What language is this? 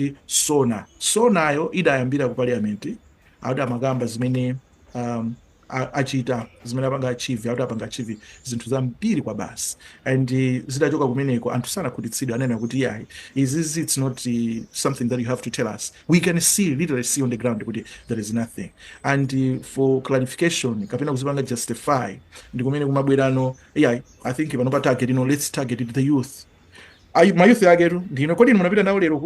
Nyanja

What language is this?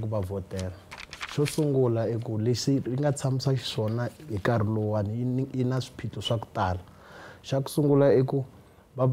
Tsonga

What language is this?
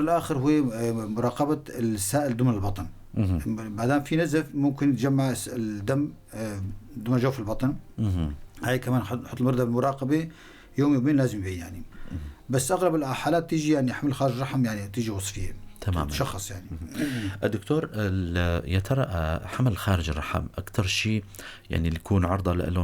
North Levantine Arabic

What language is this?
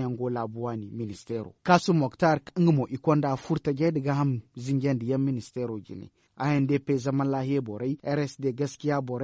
Zarma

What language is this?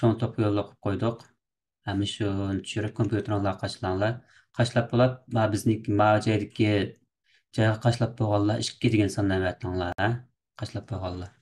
Uyghur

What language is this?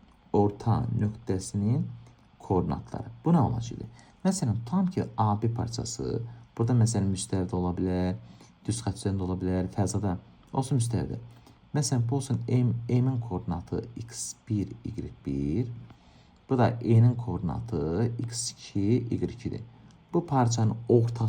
Azerbaijani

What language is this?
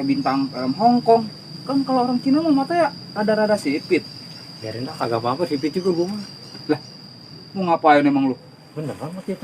Betawi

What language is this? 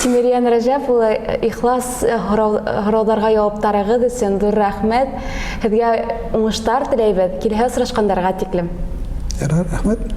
Bashkir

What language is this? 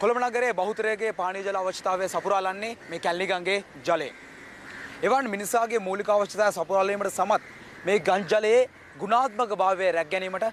Sinhala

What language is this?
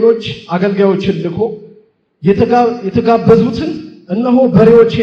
Amharic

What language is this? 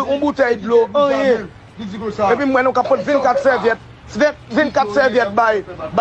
Haitian Creole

